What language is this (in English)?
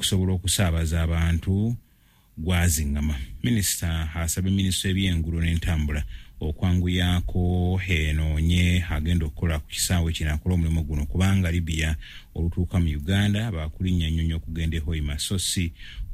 Ganda